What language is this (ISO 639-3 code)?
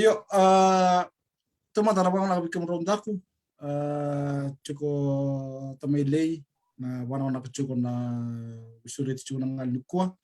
fij